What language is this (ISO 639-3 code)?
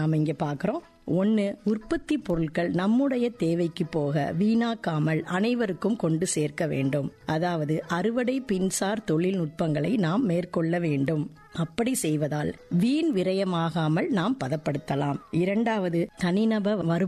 tam